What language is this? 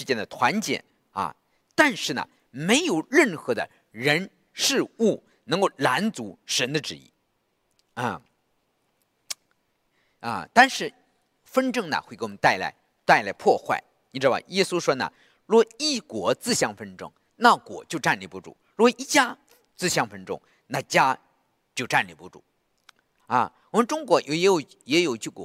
Chinese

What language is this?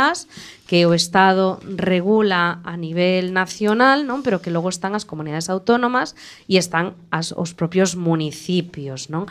Galician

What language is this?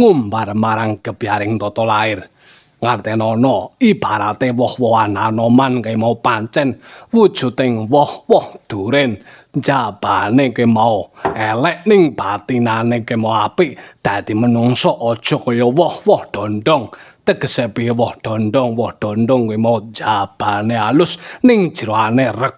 Javanese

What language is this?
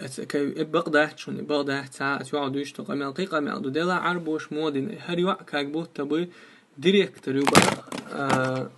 Chechen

